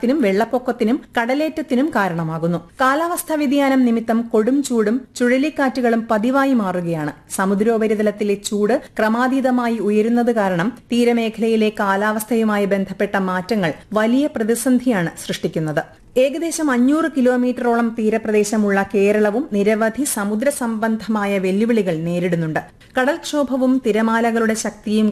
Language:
Malayalam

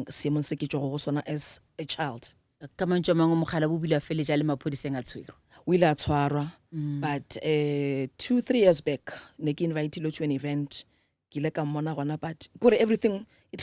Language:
Northern Sotho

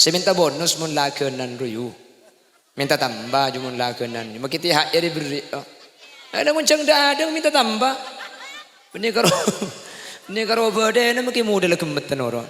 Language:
Madurese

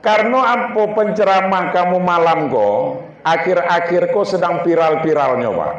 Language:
Minangkabau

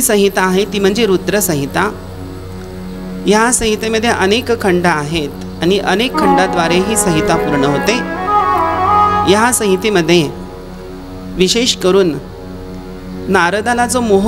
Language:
Marathi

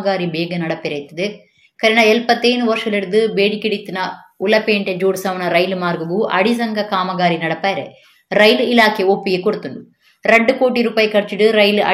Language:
Tulu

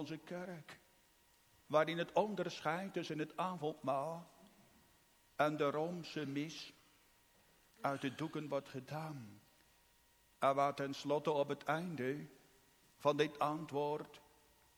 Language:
Dutch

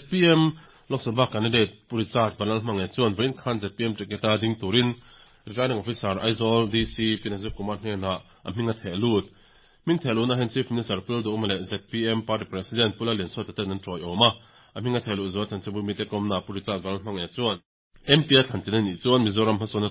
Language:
Mizo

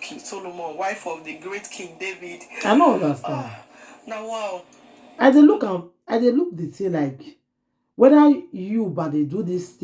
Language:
Nigerian Pidgin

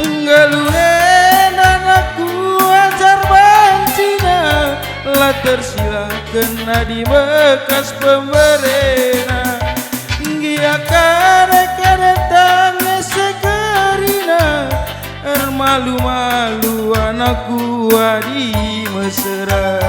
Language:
Batak Karo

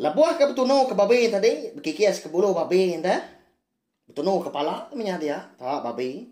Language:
Iban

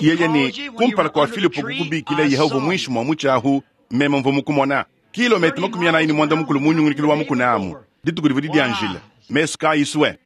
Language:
Luba-Lulua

